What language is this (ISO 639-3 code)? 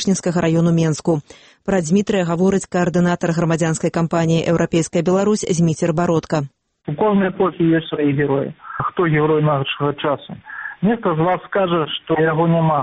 bel